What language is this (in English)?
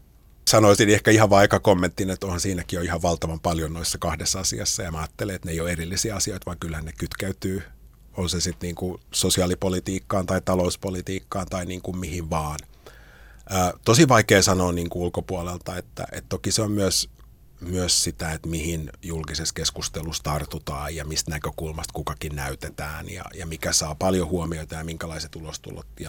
Finnish